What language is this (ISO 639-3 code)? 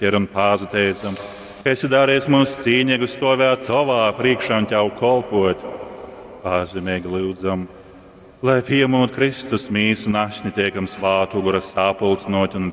ltg